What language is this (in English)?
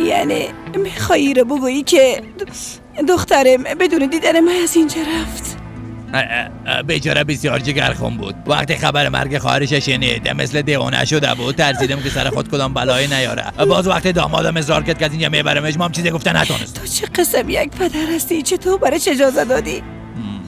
Persian